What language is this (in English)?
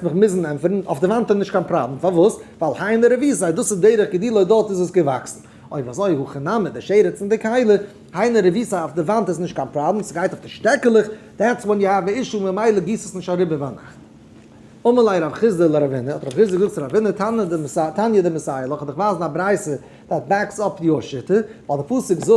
Yiddish